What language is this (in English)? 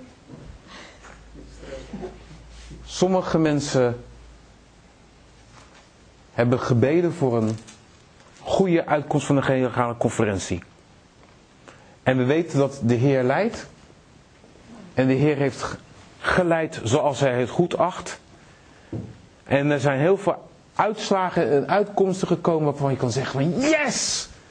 Dutch